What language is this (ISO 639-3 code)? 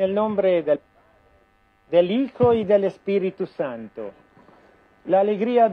spa